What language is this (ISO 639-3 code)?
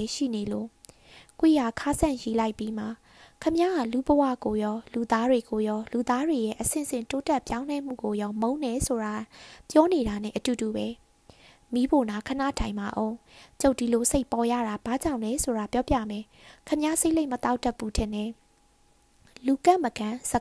mya